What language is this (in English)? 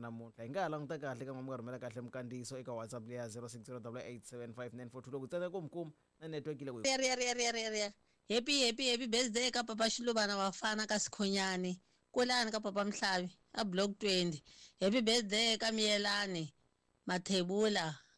Tsonga